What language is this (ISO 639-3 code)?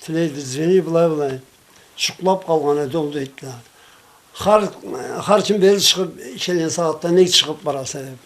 krc